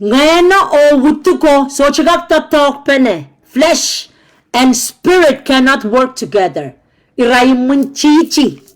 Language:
Pohnpeian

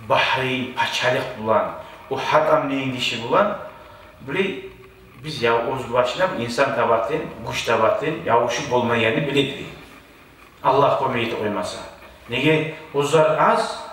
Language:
Kumyk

